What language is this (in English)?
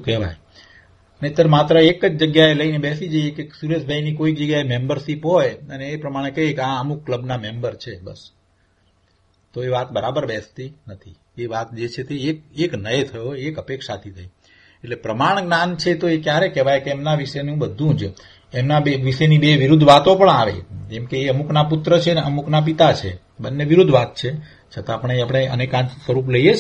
Gujarati